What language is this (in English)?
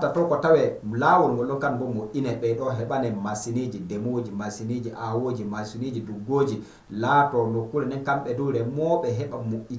Fula